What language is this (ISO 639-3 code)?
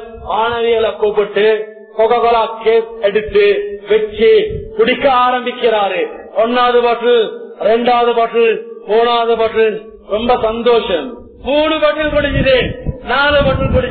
tam